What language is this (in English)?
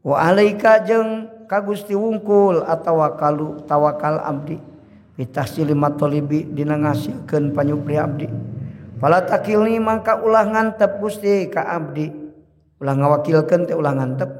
Sundanese